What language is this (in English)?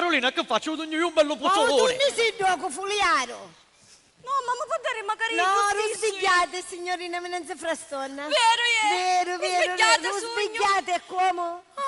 Sicilian